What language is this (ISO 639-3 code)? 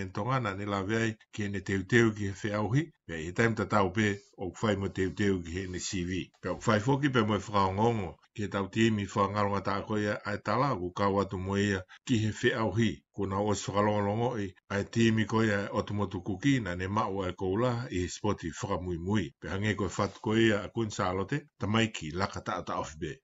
ton